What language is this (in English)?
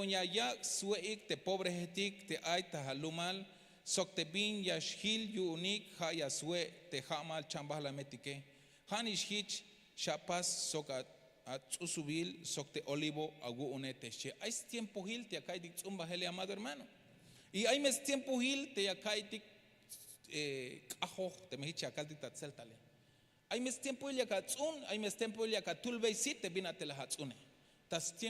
Tzeltal